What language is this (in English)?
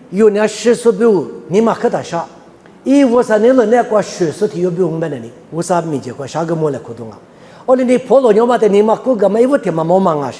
Lisu